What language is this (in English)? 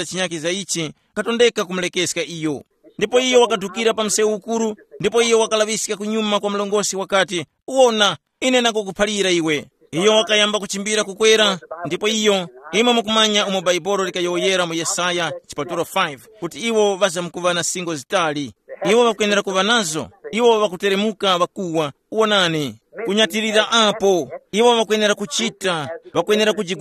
Tumbuka